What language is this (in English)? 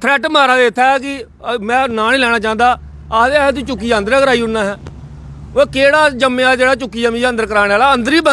Dogri